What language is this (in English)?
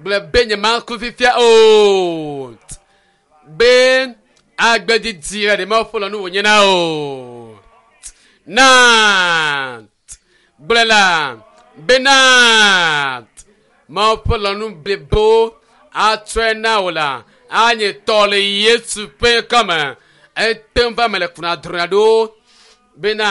Ewe